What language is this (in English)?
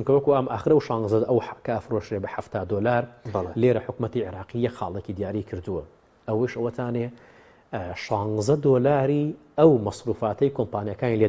Central Kurdish